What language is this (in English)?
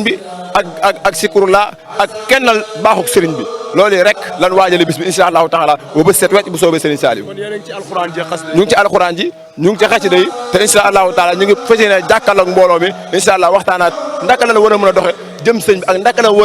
Wolof